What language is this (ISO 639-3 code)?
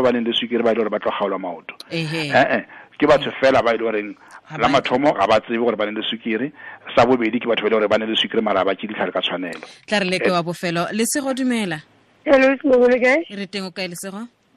tsn